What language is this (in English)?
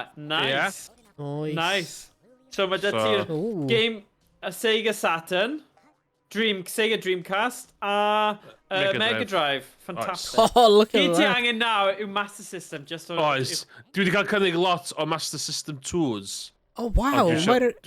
Welsh